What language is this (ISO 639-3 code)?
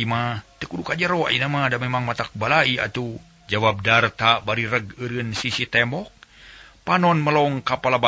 sun